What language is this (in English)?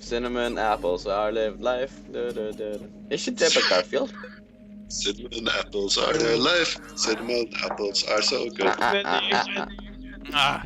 Faroese